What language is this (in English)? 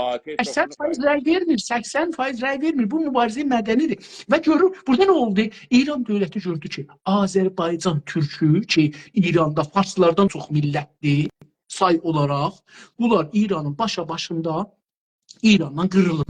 South Azerbaijani